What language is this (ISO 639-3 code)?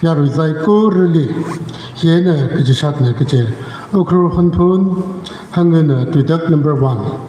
nmf